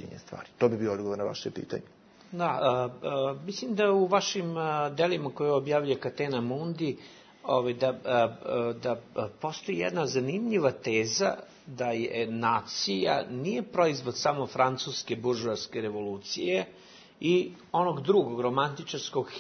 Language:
Bosnian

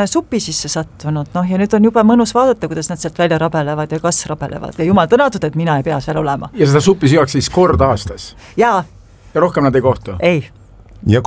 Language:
Estonian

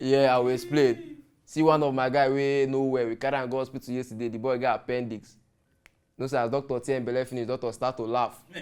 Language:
Nigerian Pidgin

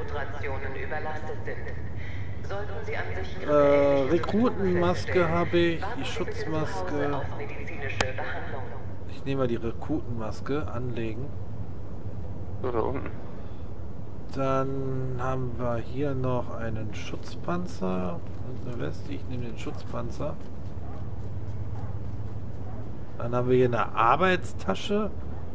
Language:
German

